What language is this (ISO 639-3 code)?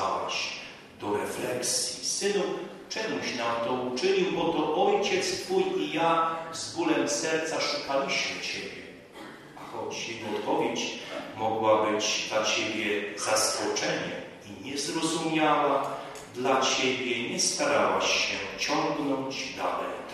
pol